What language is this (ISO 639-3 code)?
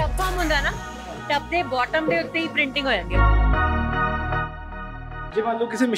pan